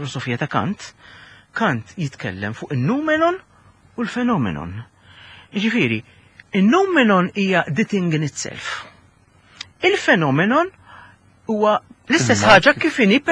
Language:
Maltese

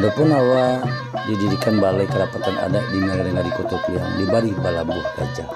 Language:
Minangkabau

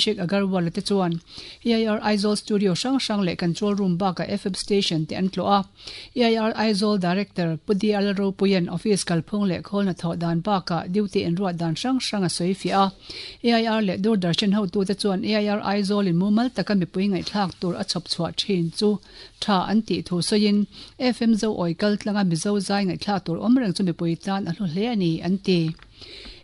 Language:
Mizo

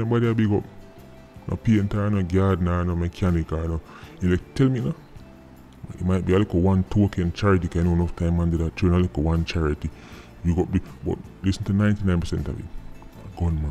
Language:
Jamaican Creole English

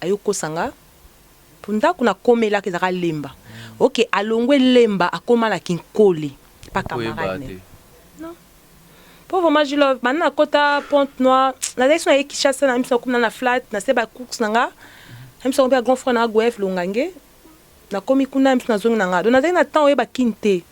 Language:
Lingala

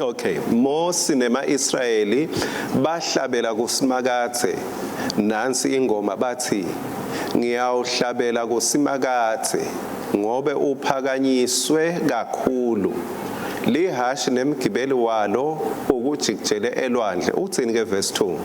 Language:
Swati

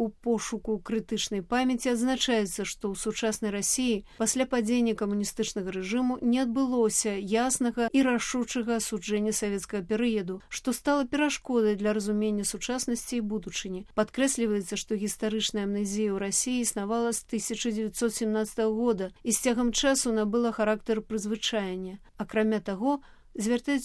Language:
Belarusian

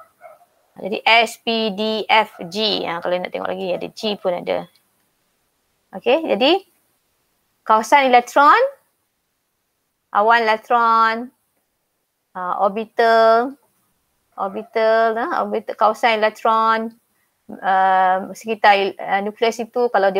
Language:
Malay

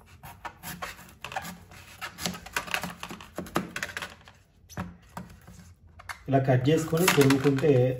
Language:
Telugu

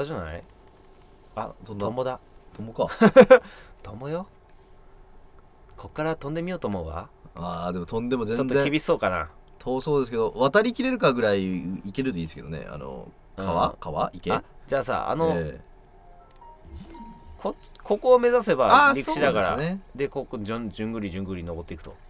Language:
Japanese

